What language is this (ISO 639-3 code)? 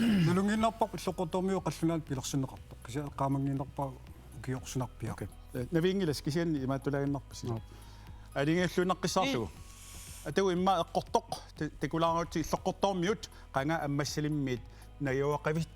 kal